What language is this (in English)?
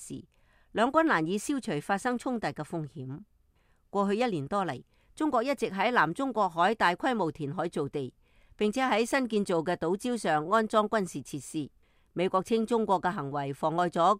Cantonese